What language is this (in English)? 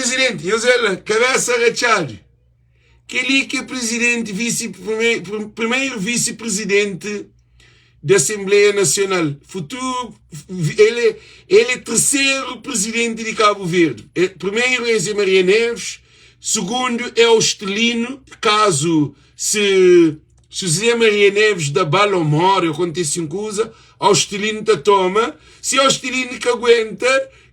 Kabuverdianu